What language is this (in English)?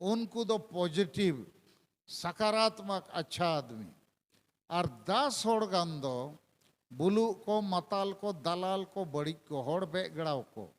Santali